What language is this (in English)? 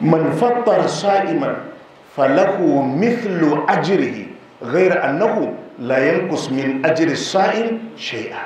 Hausa